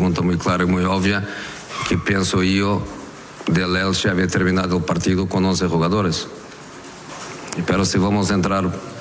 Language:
Spanish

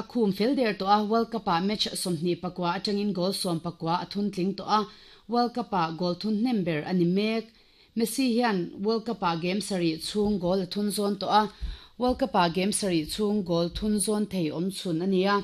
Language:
Mizo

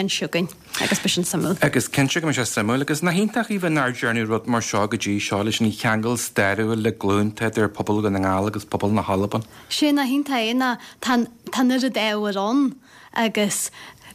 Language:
Irish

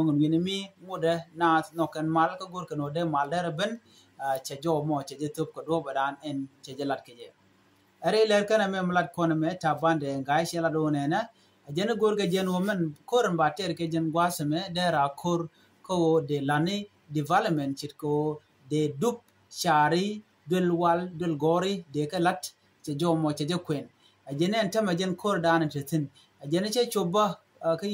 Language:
Nuer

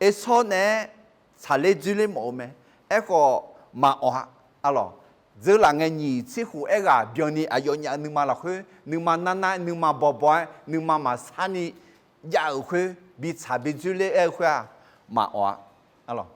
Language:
Akha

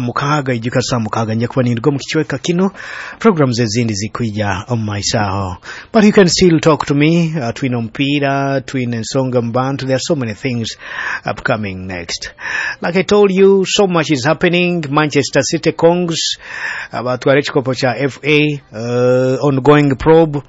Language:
Nyoro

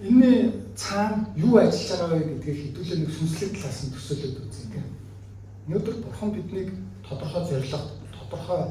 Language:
Mongolian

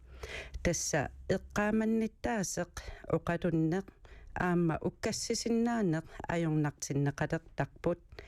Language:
Kalaallisut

